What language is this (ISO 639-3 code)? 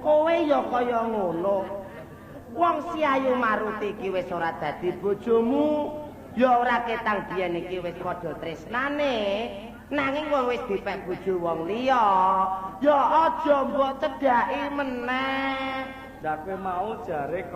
jav